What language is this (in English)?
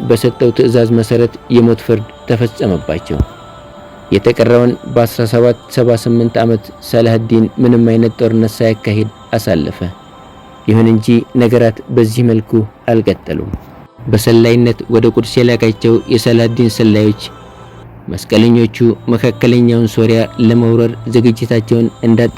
Amharic